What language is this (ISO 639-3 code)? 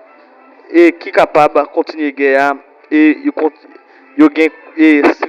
hat